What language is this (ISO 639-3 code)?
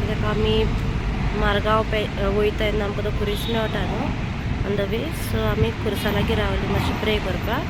kok